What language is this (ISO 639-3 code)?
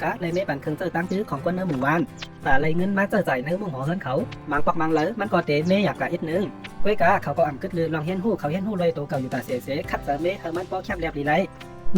shn